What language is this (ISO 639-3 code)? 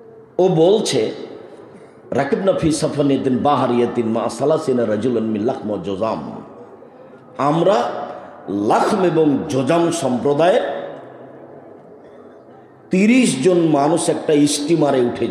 ben